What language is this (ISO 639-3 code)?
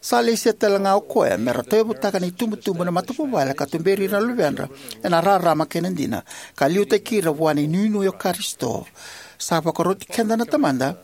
fij